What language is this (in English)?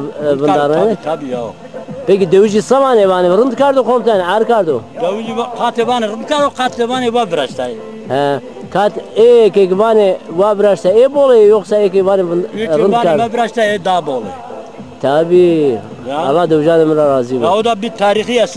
Zaza